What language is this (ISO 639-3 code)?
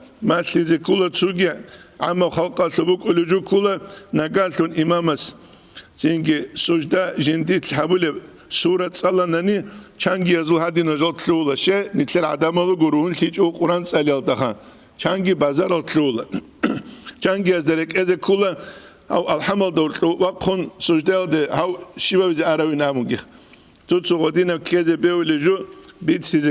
ava